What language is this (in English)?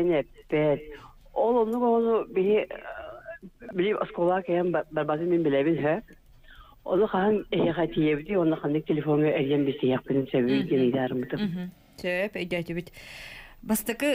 Yakut